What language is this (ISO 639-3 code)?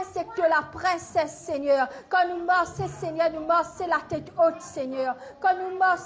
mfe